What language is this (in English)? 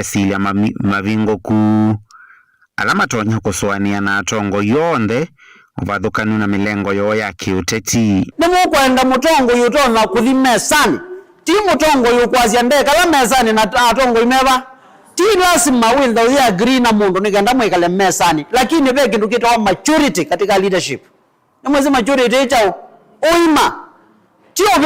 Kamba